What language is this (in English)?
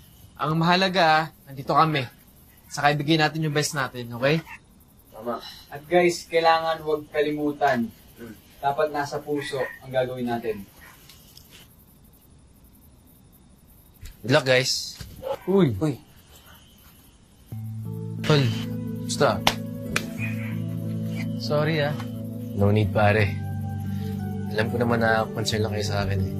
Filipino